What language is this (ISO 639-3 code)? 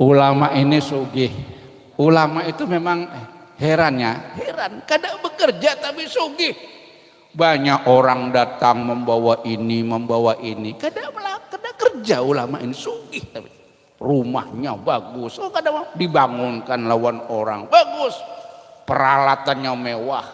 bjn